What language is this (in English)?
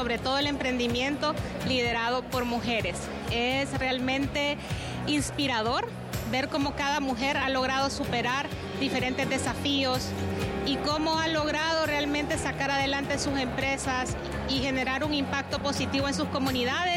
Spanish